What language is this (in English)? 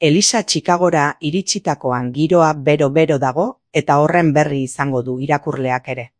Basque